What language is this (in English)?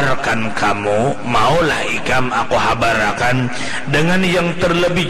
Banjar